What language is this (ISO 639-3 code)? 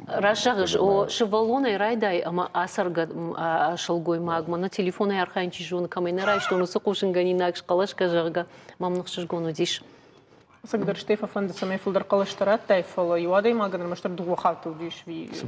oss